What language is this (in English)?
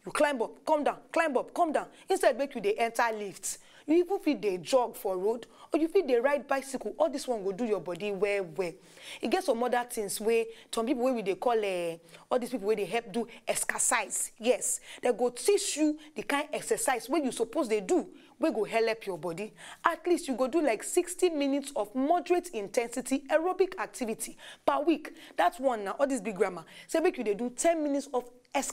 Nigerian Pidgin